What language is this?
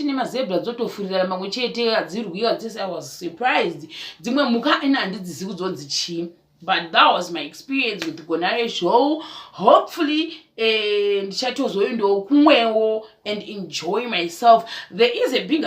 Shona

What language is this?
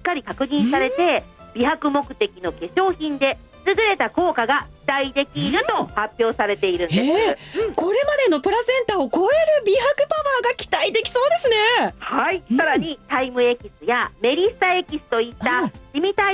Japanese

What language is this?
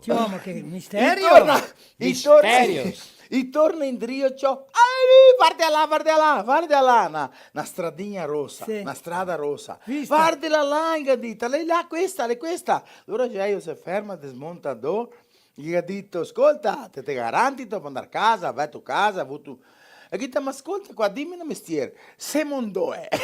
Venetian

